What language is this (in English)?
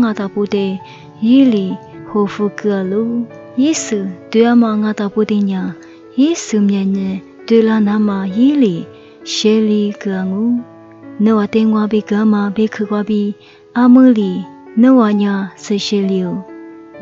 Lisu